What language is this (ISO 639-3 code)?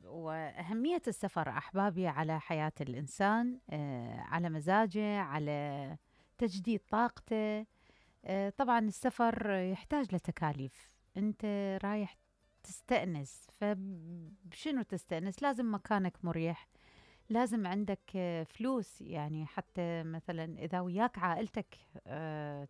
acm